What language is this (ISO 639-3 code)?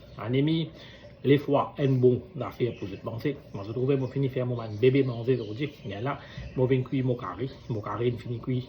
mfe